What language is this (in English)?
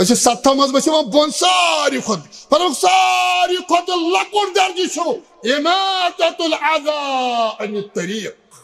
Kashmiri